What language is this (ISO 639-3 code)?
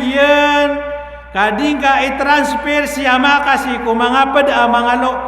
mrw